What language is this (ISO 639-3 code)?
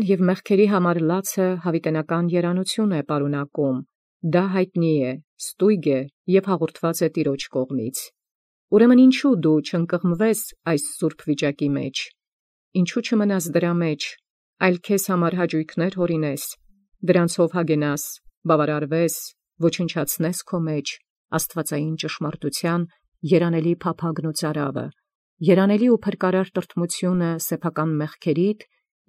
hye